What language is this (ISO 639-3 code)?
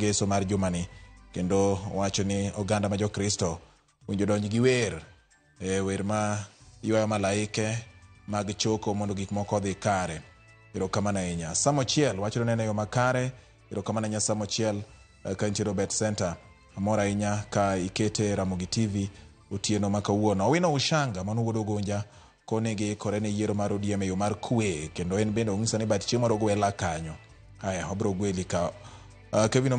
luo